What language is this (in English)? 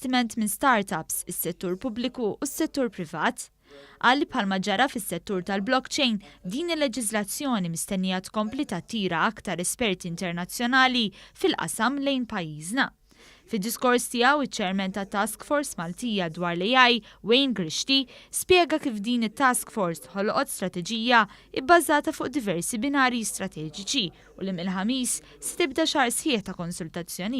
Maltese